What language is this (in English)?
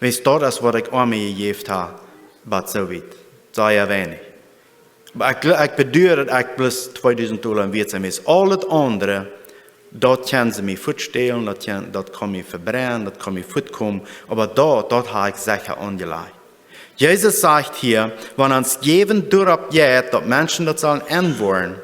Plautdietsch